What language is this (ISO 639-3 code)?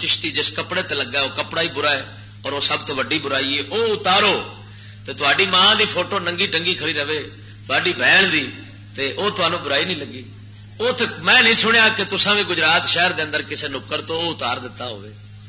lah